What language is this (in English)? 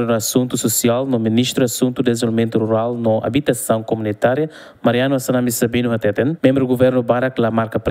Tetum